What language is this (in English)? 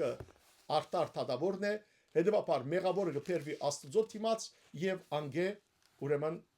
Western Armenian